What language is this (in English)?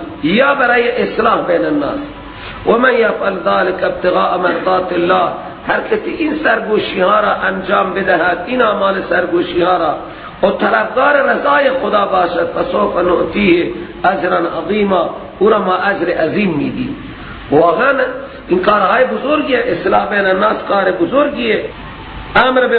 Persian